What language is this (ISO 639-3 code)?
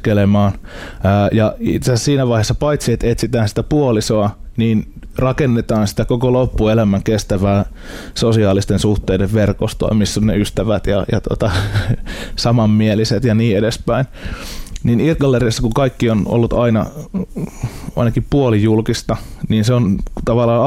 fin